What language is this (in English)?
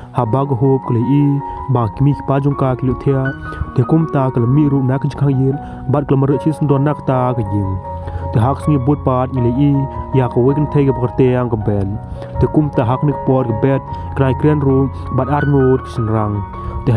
Khasi